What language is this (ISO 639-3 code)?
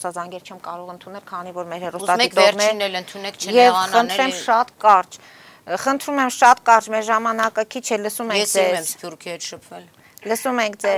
hye